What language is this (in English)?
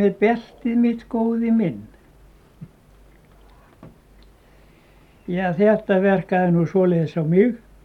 Icelandic